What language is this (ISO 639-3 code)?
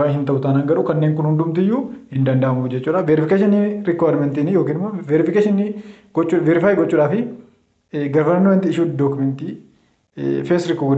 orm